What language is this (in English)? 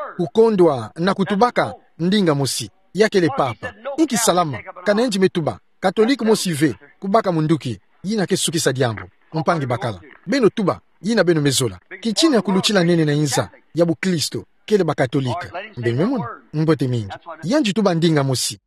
Kituba (Democratic Republic of Congo)